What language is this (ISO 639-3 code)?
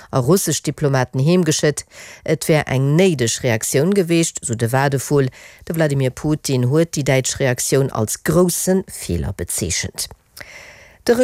ltz